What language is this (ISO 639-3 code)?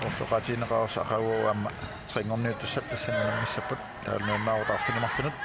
kal